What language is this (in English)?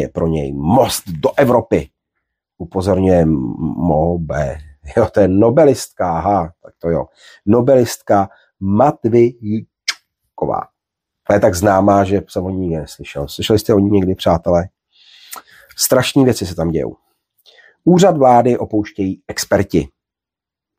Czech